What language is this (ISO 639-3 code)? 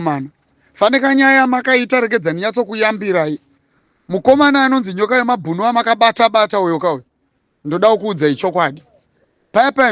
sna